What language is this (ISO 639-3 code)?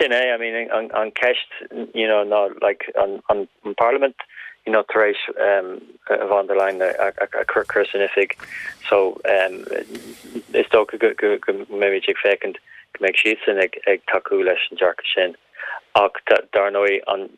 gle